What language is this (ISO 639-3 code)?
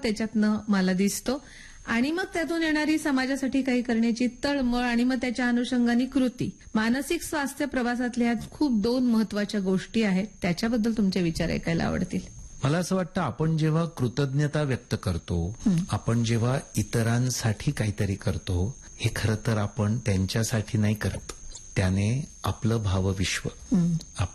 mar